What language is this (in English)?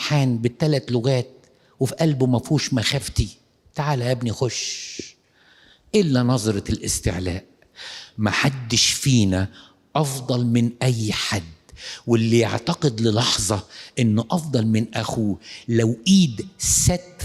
Egyptian Arabic